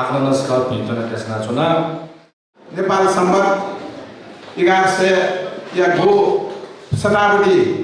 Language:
Newari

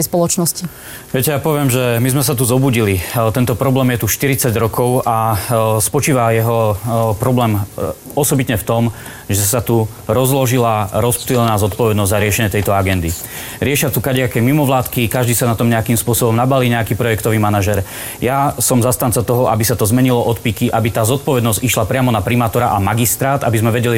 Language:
Slovak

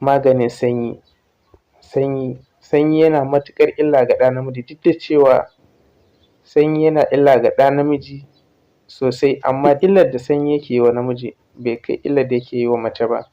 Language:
Hausa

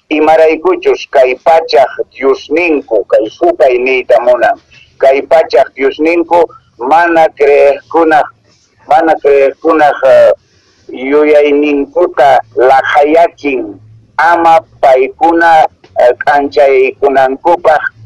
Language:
Quechua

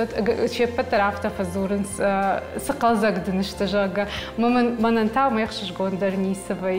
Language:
Ossetic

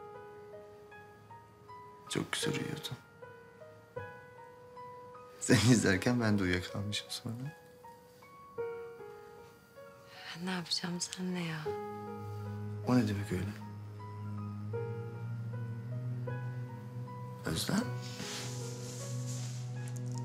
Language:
Turkish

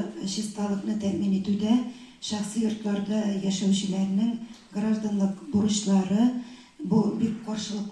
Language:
Tatar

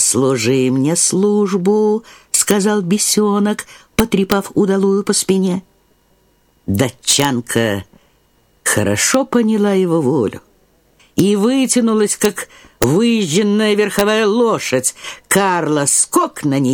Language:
Russian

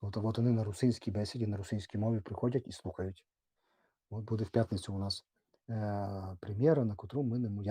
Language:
Rusyn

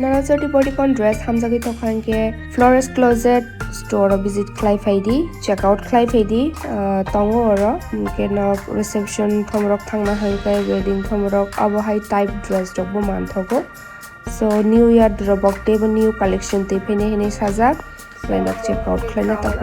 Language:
Kok Borok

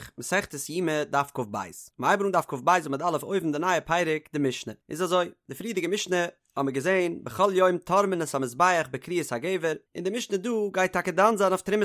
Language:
Yiddish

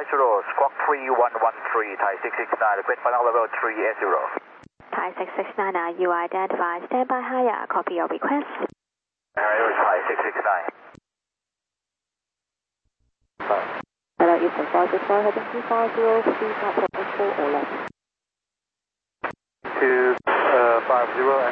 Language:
English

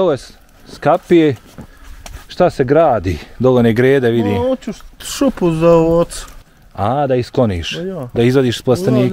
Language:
Bosnian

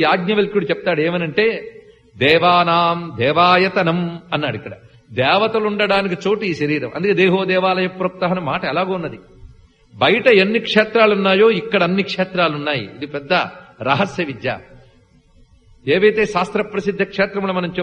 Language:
Telugu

